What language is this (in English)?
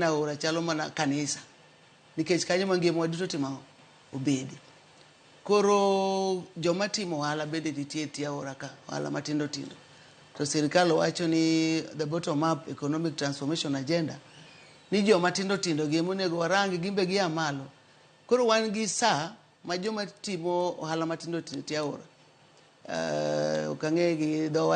Luo (Kenya and Tanzania)